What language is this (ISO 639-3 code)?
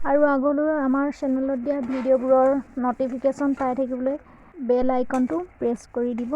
asm